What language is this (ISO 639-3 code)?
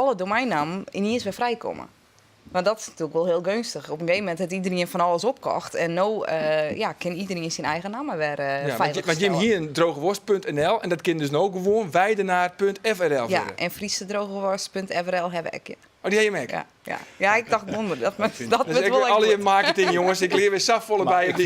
fry